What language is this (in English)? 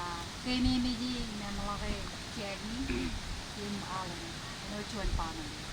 Marshallese